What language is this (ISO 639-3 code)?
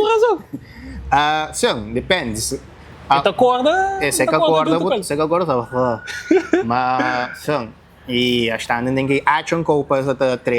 kea